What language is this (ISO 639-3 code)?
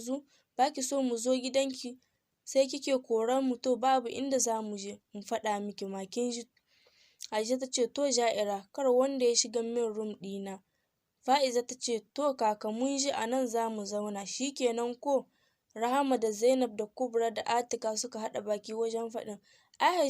hau